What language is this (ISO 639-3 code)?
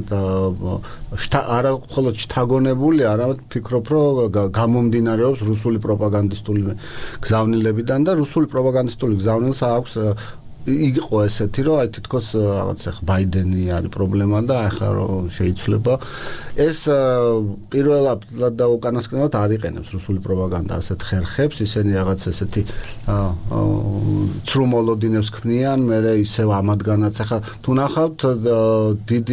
kat